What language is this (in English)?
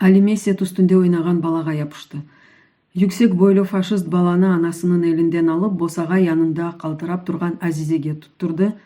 Crimean Tatar